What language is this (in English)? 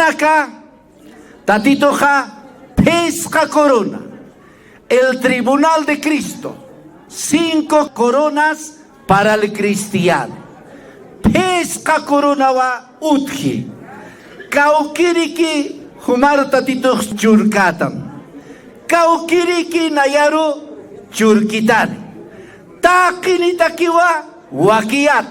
Aymara